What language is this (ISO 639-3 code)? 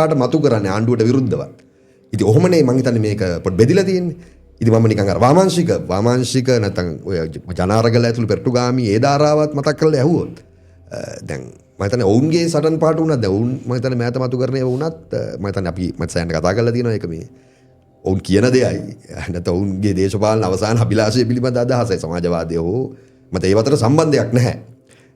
sin